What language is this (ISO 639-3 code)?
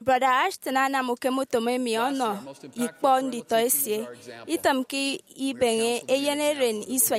efi